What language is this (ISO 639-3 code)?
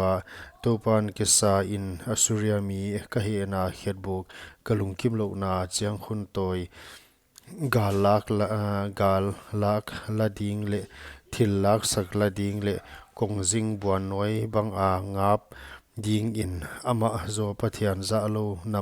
pck